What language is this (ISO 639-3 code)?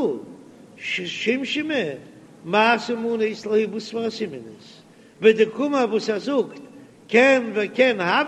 yid